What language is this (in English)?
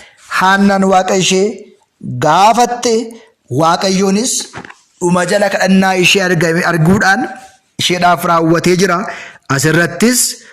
Oromo